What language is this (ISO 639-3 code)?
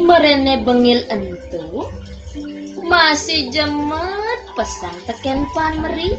ban